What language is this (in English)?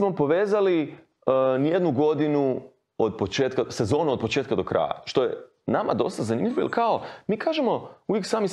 Serbian